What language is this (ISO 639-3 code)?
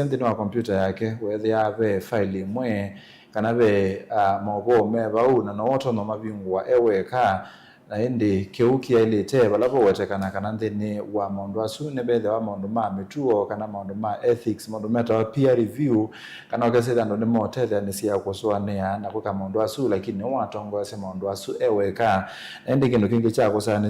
kam